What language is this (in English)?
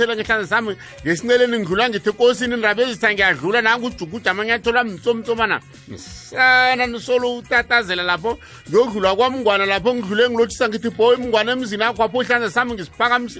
South Ndebele